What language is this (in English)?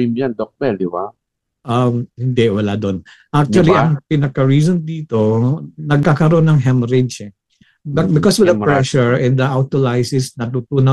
Filipino